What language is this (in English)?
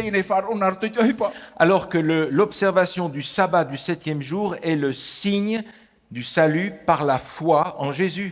Tahitian